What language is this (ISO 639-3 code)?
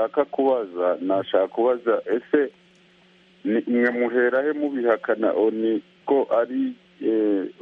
kin